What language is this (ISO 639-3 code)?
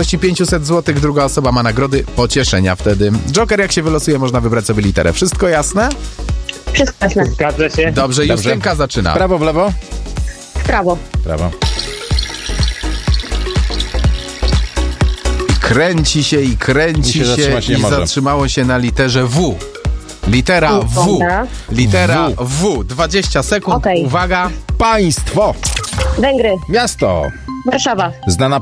pol